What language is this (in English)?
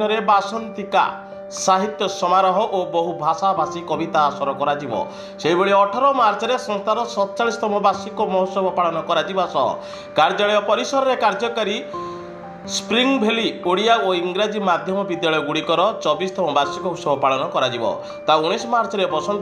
Odia